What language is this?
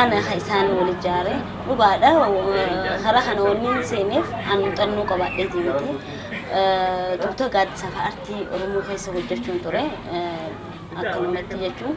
Oromo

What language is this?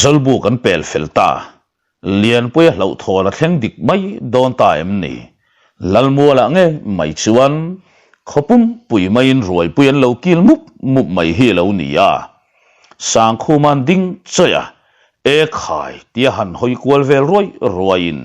Mizo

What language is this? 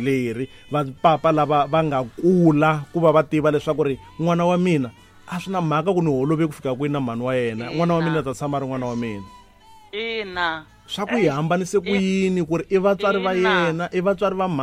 Tsonga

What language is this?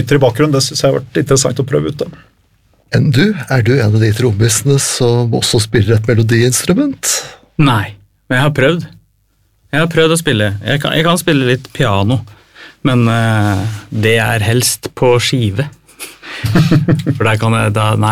Norwegian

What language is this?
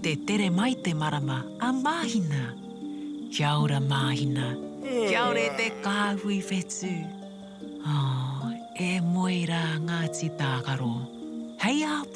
Māori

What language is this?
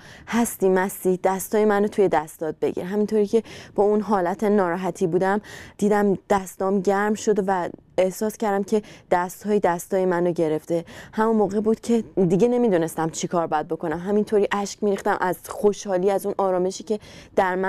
Persian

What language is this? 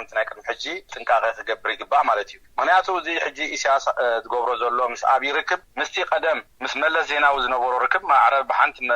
Tigrinya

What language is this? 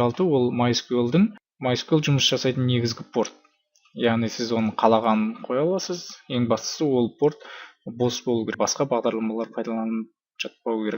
Kazakh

